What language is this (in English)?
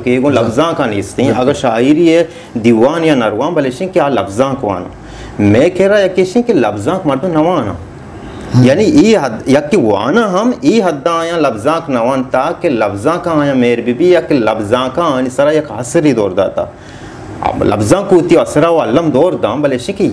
Baluchi